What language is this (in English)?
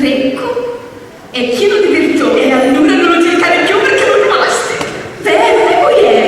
Sicilian